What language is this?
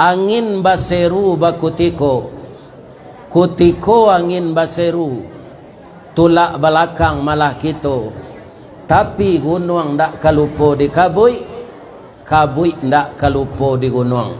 Minangkabau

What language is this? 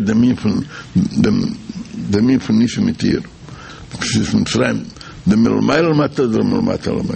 Yiddish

